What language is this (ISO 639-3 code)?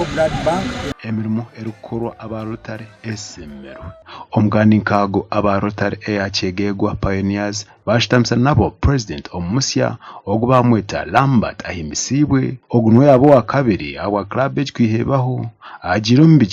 nyn